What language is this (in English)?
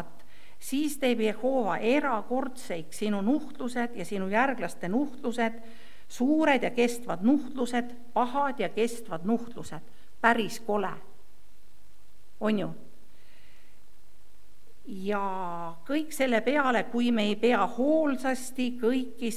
Estonian